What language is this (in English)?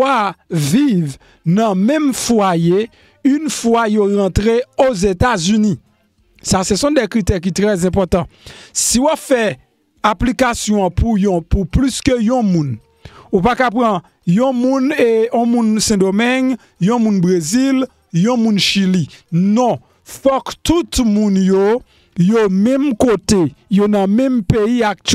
Haitian Creole